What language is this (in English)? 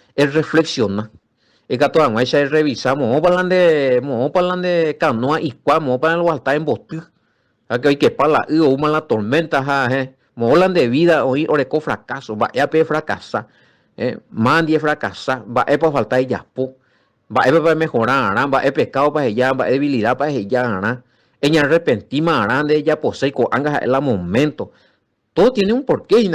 Guarani